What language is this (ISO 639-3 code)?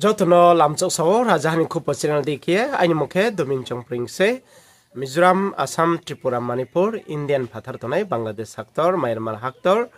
ria